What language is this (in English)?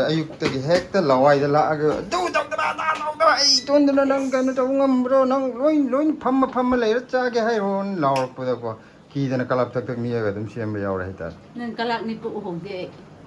Manipuri